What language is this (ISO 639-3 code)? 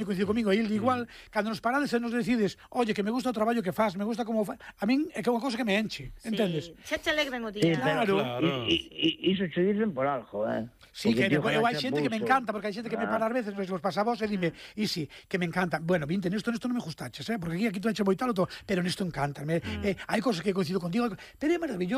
glg